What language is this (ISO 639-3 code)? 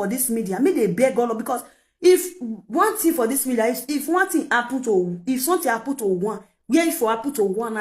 pcm